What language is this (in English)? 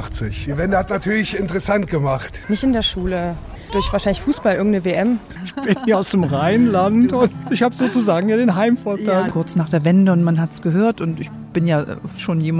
German